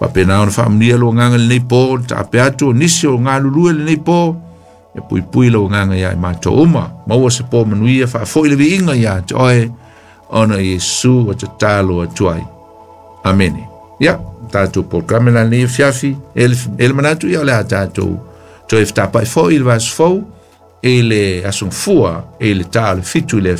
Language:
Samoan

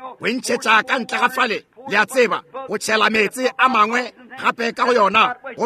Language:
Northern Sotho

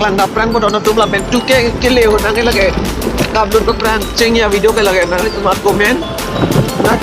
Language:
Karbi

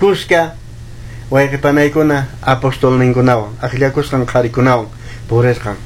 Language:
Quechua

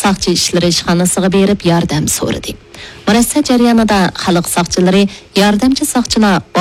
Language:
Uyghur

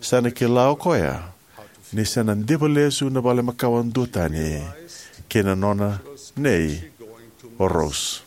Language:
Fijian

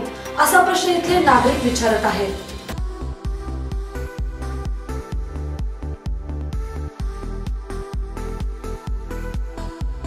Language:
Marathi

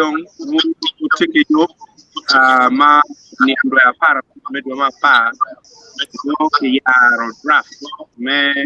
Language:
Acoli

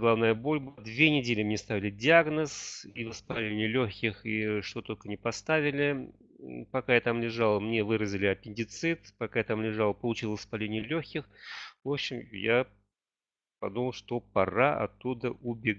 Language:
Russian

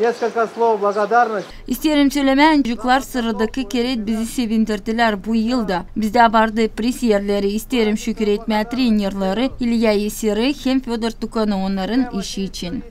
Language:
Gagauz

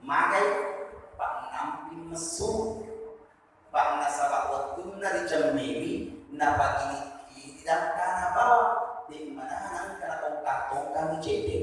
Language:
Buginese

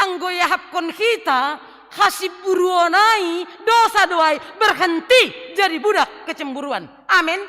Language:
Batak Simalungun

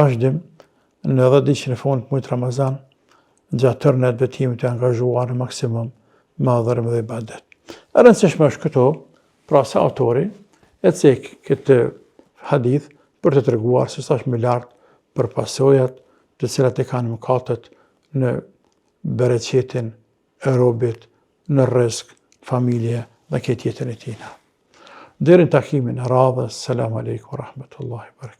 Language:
Albanian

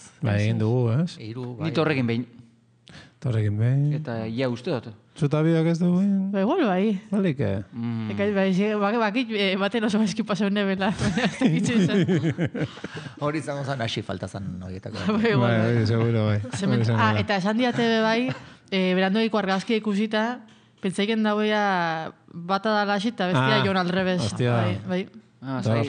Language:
Basque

